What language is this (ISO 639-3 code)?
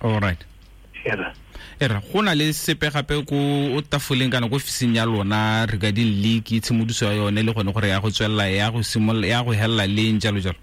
tsn